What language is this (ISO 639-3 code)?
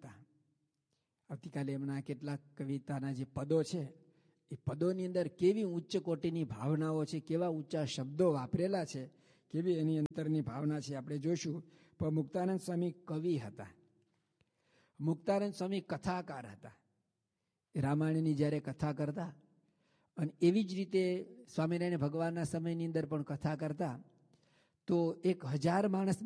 guj